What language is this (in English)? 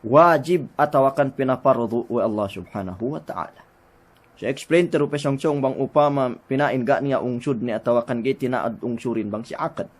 Yakan